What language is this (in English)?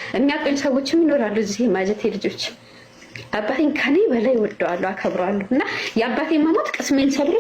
Amharic